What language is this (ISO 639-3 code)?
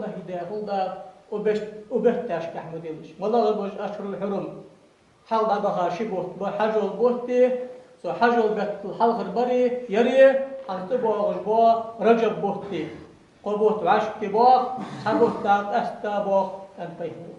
inh